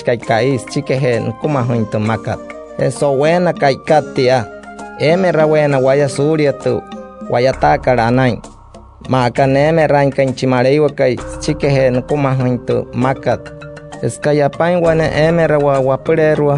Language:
Wayuu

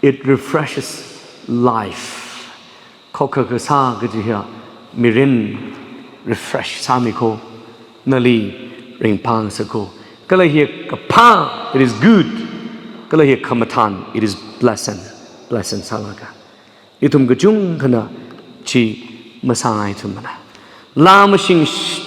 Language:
Tangkhul Naga (India)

